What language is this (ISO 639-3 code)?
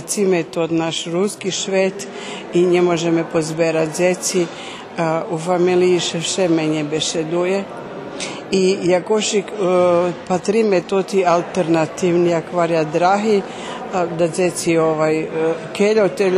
rue